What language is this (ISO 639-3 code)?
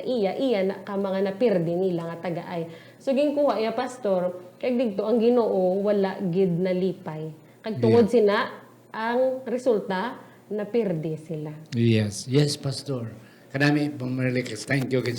hil